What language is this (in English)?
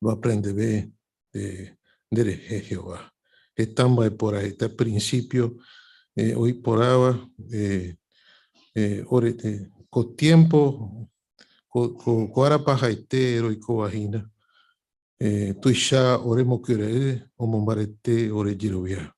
Guarani